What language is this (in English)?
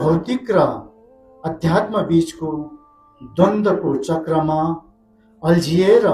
Nepali